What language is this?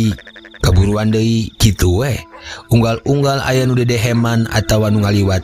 Sundanese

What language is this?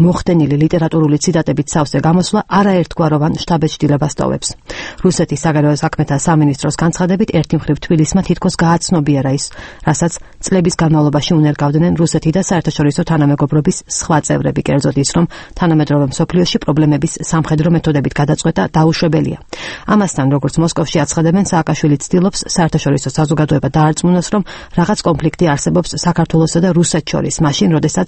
Georgian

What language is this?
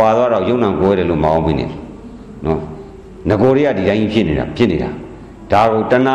Burmese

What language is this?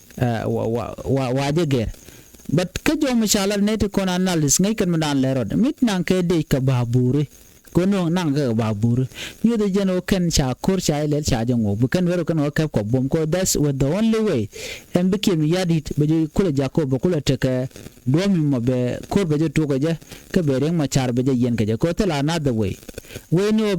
Nuer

